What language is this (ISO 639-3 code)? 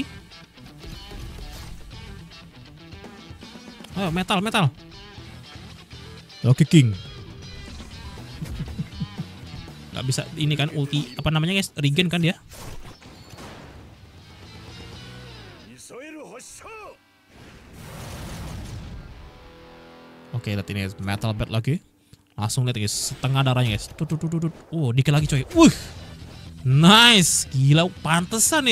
ind